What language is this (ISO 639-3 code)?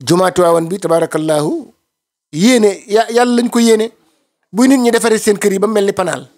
wol